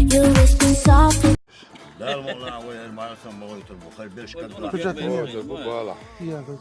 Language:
Chechen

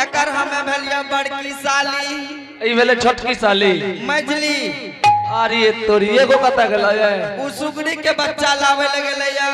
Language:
Angika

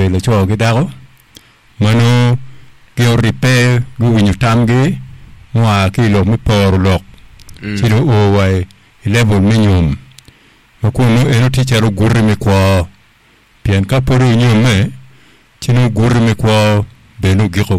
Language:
Acoli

